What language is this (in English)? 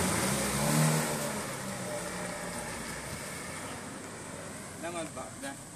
Italian